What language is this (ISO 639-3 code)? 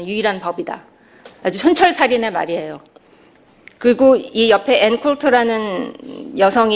kor